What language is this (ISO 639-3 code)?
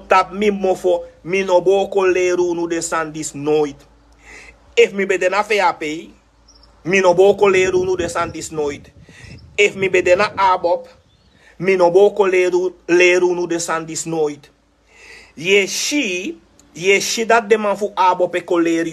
srn